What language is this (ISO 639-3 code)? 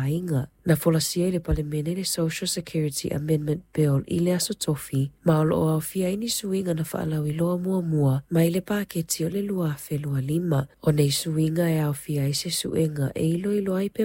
smo